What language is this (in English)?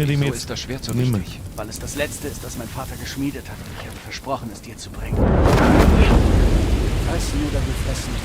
Bavarian